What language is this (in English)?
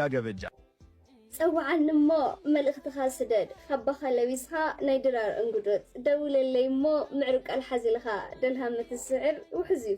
Tigrinya